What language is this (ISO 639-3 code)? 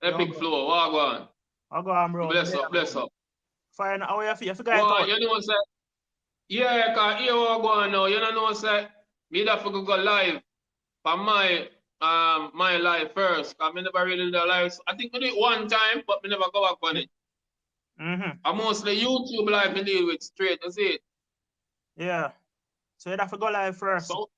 jam